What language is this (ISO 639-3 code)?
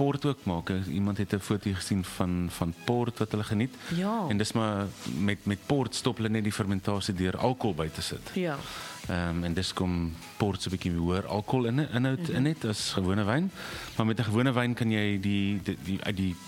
afr